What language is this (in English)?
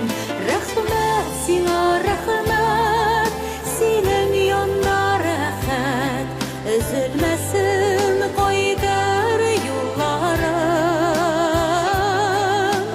Bashkir